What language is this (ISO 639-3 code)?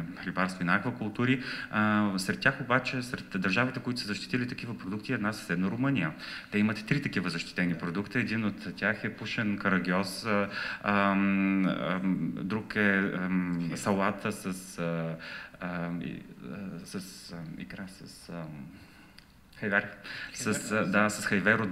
bul